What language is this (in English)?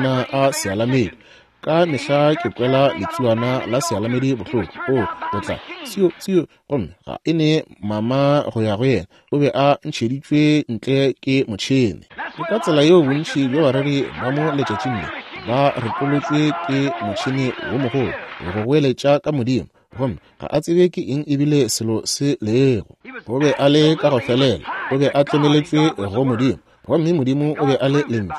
Northern Sotho